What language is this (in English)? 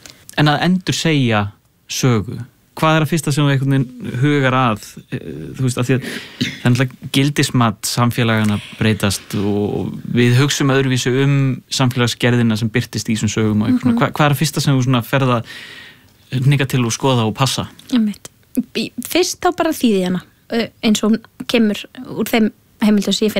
Icelandic